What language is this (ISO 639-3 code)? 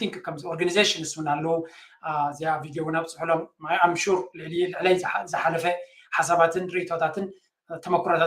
tir